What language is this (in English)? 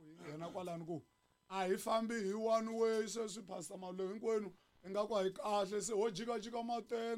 Tsonga